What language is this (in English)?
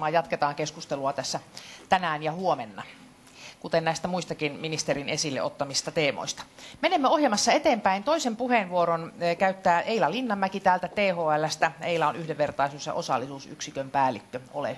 Finnish